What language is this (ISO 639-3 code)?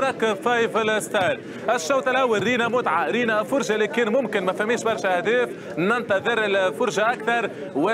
aeb